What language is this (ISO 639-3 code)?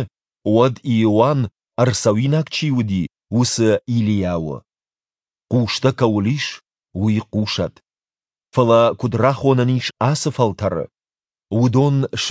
oss